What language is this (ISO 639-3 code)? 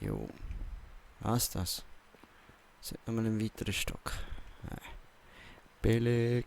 gsw